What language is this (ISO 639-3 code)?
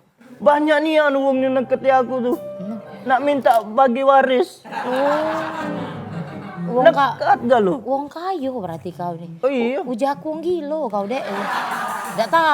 mui